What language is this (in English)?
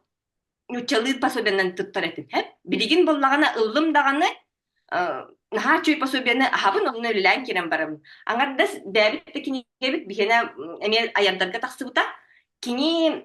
Yakut